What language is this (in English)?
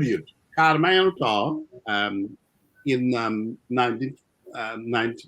Acoli